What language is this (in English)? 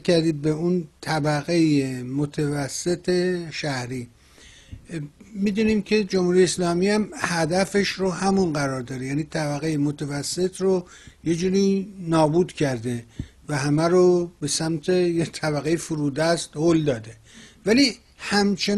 Persian